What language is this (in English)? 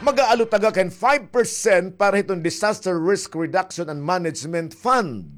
Waray